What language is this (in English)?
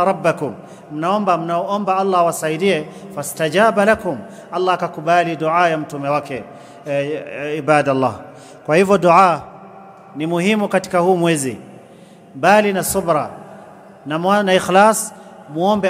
Swahili